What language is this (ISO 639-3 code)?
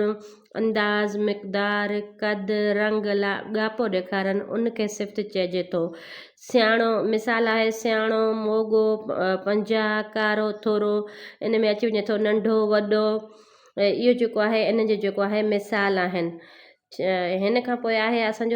snd